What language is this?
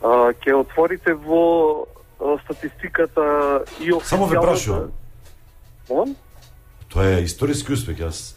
Macedonian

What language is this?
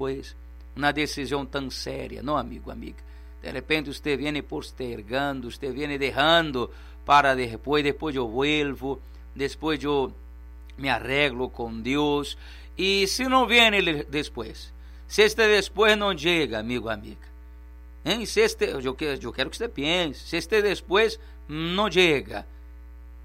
Portuguese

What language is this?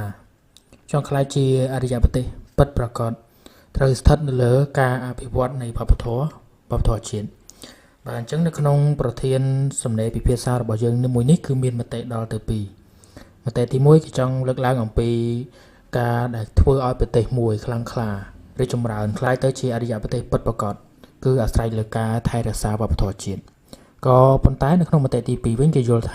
Khmer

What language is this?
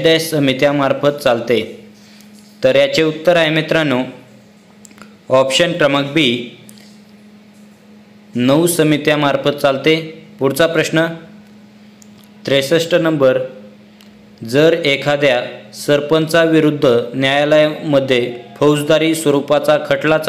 Marathi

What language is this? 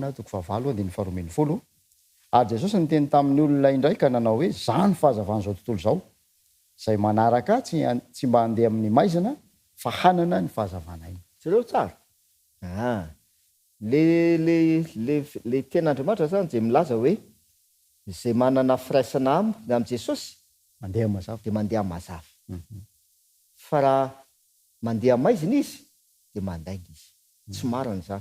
Malagasy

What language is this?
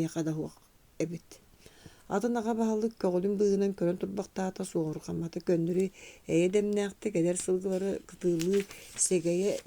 Yakut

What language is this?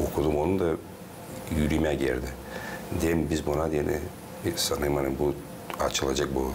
Gagauz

